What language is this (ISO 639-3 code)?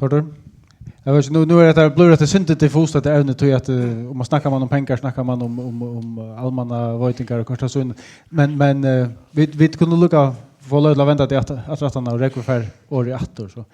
fao